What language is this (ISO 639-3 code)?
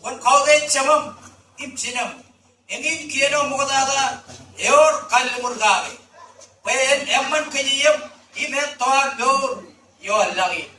mah